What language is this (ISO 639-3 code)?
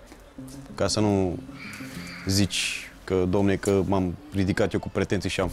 ron